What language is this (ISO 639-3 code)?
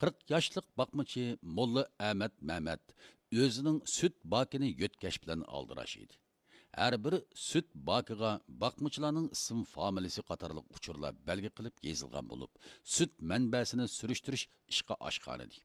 uig